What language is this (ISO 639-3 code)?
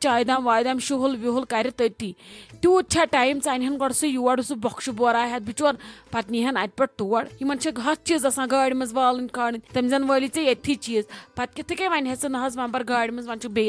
kas